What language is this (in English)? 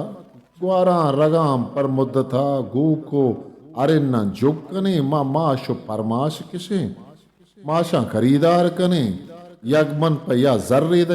Eastern Balochi